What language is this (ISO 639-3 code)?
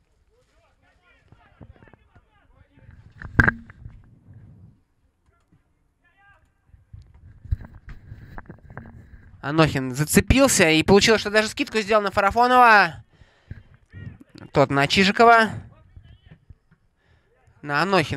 rus